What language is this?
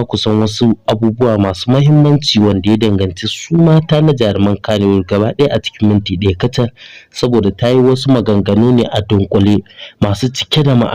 Hausa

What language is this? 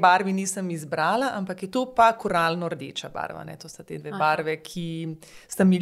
Slovenian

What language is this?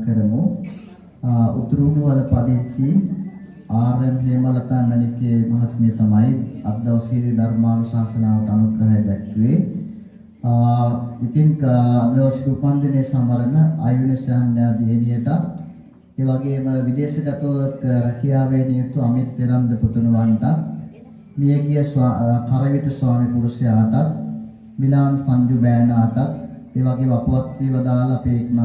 Sinhala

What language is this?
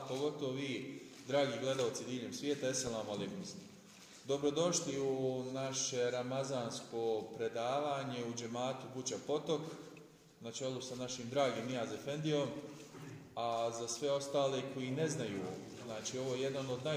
Bosnian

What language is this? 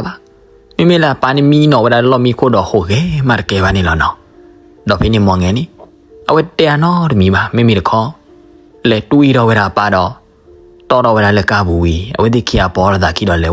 S'gaw Karen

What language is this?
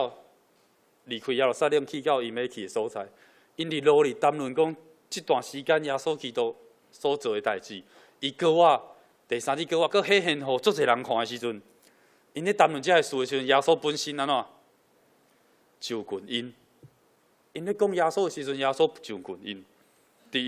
Min Nan Chinese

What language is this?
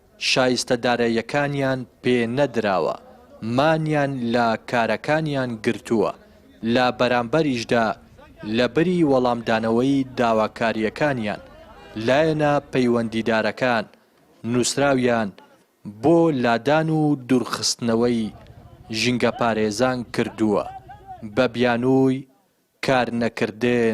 Central Kurdish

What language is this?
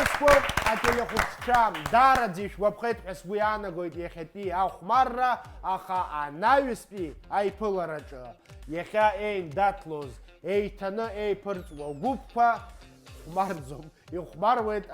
Abkhazian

